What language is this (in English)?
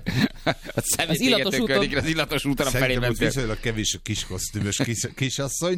Hungarian